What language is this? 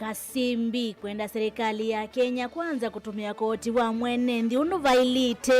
Kamba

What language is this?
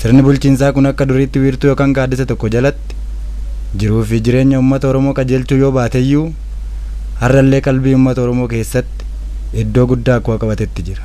Oromo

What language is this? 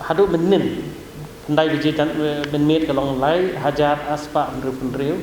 Khasi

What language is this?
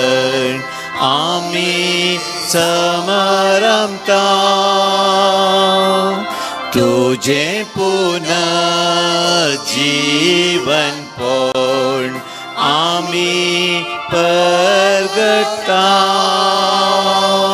Konkani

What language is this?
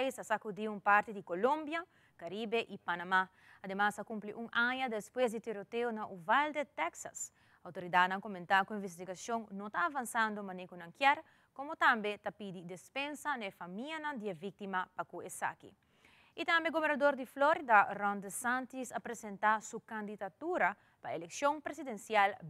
Papiamento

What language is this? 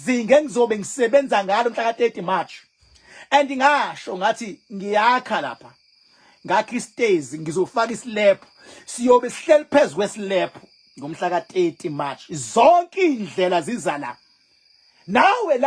Zulu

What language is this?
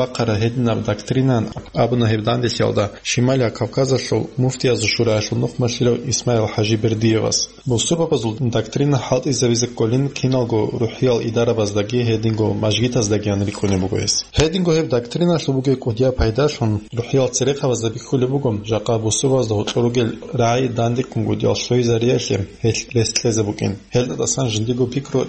Avaric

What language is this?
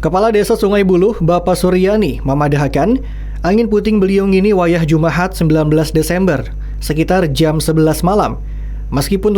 Banjar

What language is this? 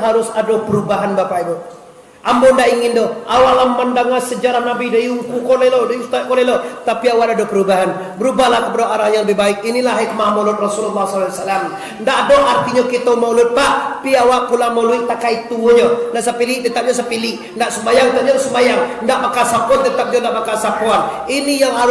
Minangkabau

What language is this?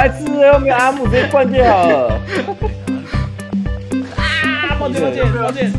Chinese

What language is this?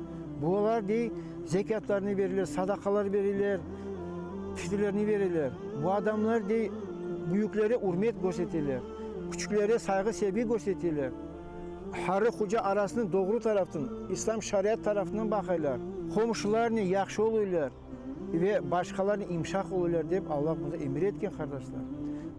Crimean Tatar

